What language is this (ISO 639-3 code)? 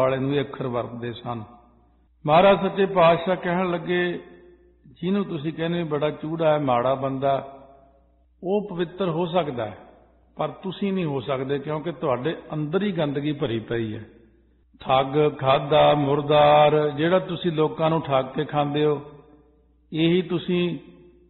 pan